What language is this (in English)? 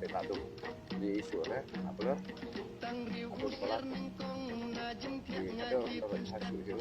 Khasi